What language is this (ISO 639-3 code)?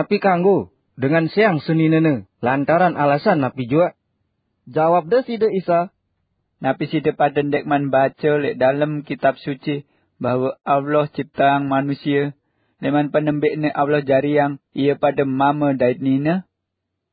sas